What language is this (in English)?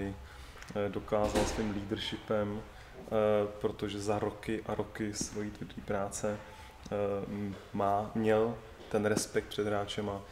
Czech